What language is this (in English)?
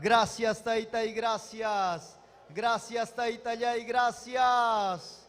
Ayacucho Quechua